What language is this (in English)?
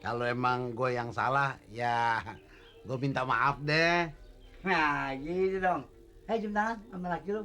Betawi